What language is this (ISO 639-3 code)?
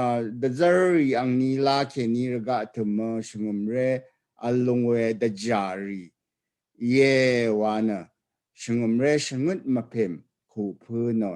raw